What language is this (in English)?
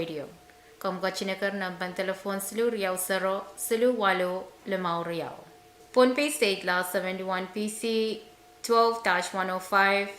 Pohnpeian